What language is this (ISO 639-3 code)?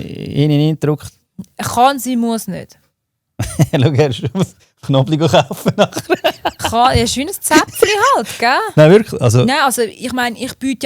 gsw